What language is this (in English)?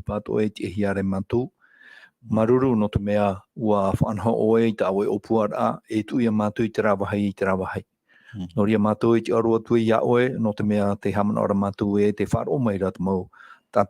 Tahitian